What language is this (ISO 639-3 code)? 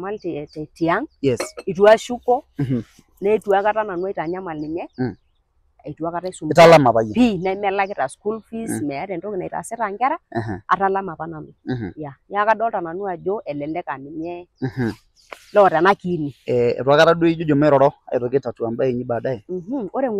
mas